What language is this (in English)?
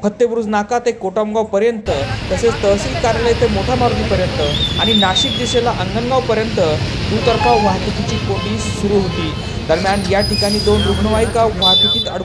Marathi